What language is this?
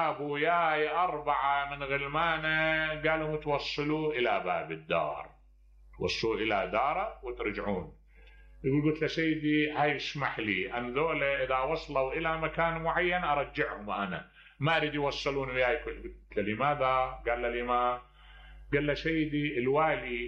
Mesopotamian Arabic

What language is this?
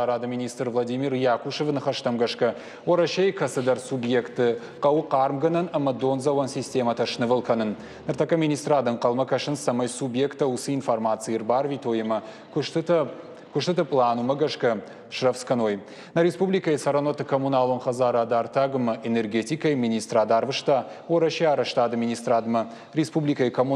Ossetic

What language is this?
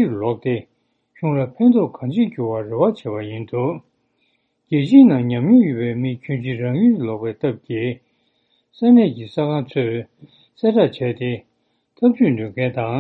Tibetan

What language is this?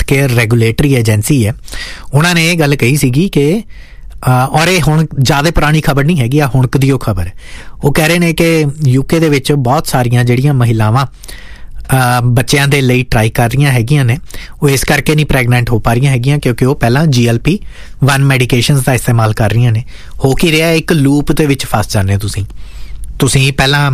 Punjabi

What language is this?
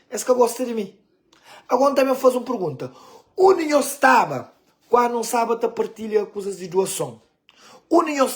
Kabuverdianu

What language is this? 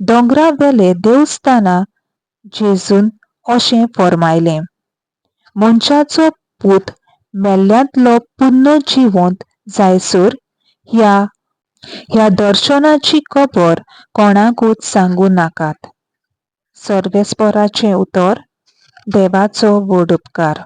Konkani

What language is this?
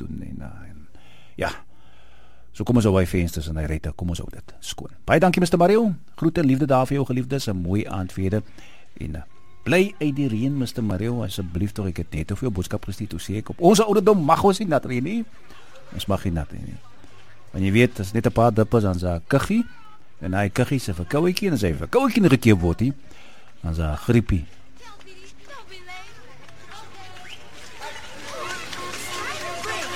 Afrikaans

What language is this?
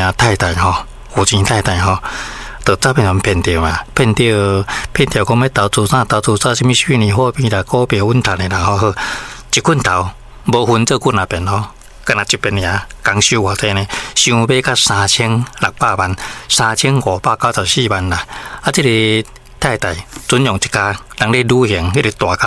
Min Nan Chinese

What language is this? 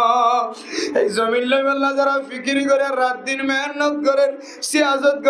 Rohingya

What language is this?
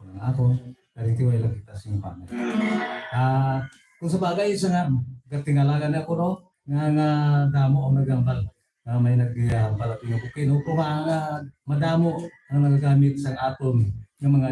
Hiligaynon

